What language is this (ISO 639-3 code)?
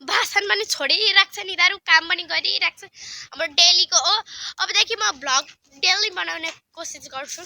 nep